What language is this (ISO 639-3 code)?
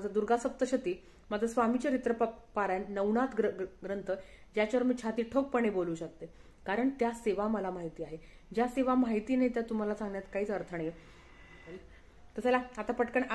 mar